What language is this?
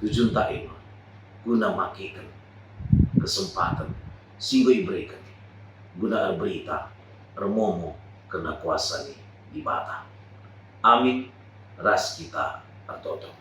Batak Karo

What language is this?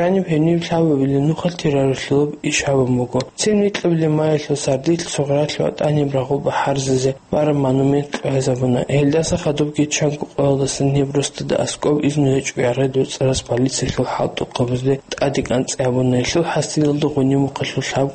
Avaric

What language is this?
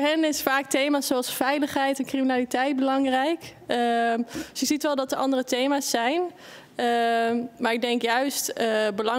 Dutch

